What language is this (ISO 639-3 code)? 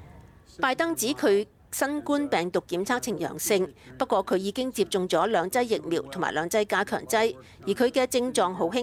yue